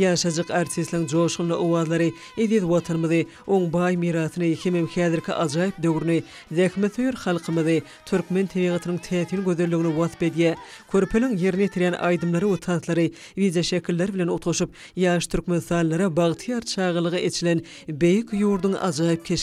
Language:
Turkmen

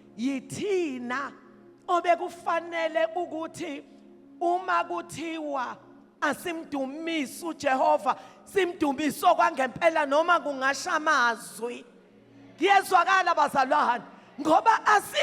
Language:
Zulu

